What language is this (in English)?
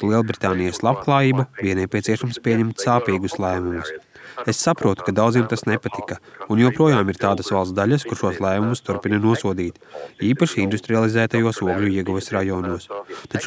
Latvian